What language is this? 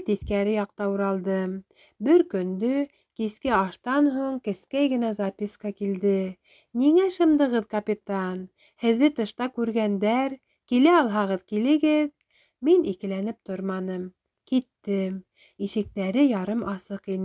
Bashkir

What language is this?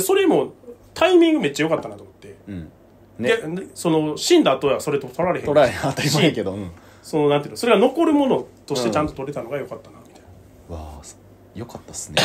Japanese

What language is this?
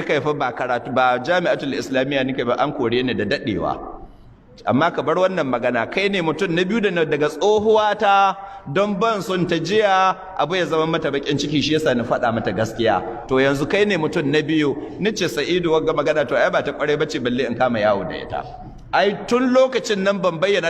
Hausa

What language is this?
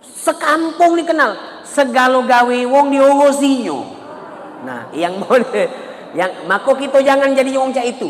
Musi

